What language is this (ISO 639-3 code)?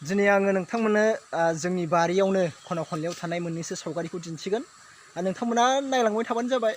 brx